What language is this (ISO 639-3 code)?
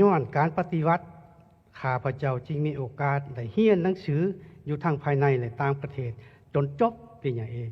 lao